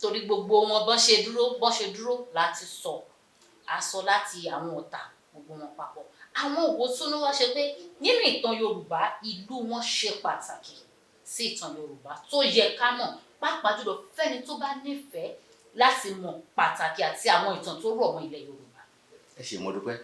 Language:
Yoruba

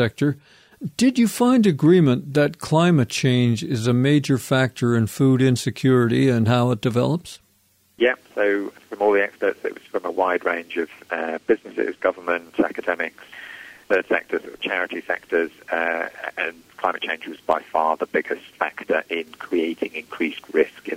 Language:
English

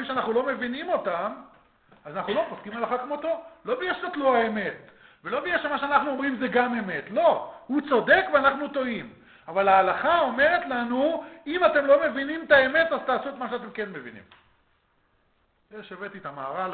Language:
Hebrew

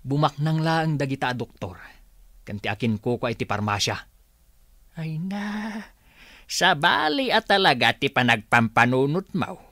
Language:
Iloko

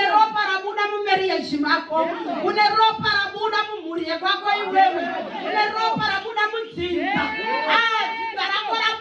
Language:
Shona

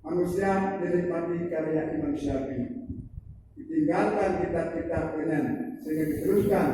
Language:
Achinese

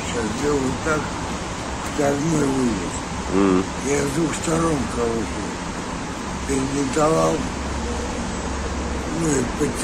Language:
Russian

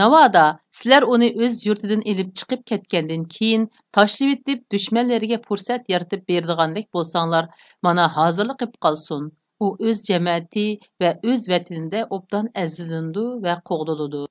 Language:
Uyghur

